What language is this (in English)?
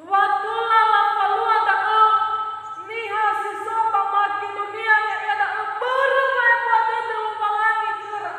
Nias